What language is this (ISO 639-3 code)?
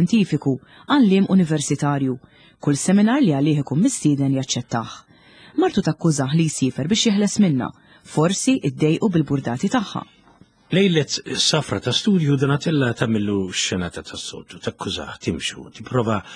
mlt